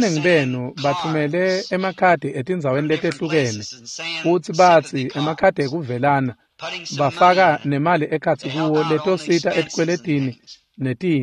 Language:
Swati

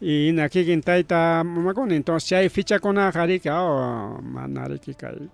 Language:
Ayacucho Quechua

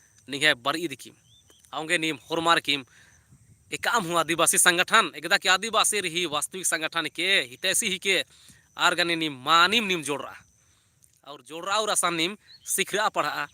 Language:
Kurukh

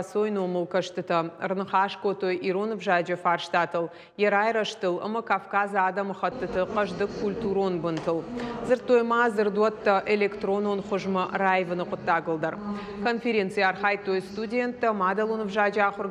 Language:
Ossetic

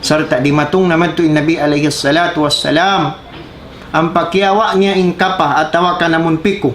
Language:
Tausug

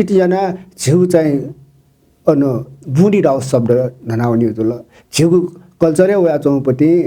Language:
Newari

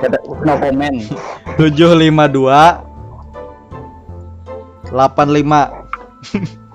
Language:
Banjar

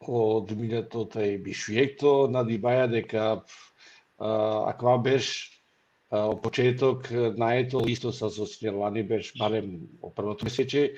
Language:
Balkan Romani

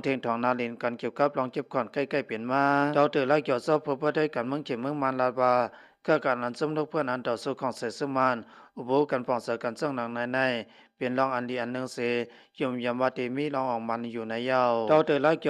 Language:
Shan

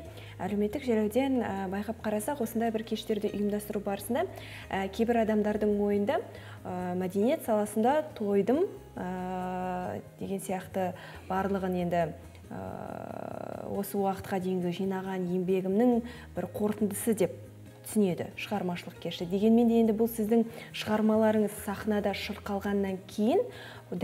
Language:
Kazakh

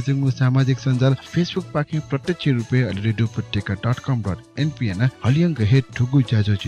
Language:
Newari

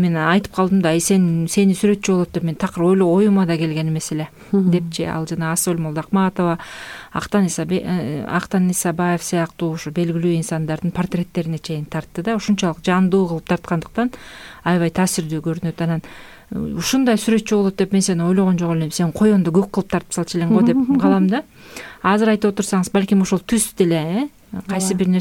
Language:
Kyrgyz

